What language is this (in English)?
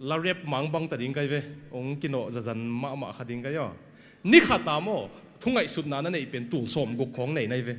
Tedim Chin